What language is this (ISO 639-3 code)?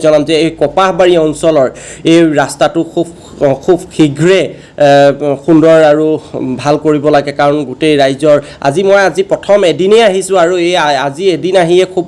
asm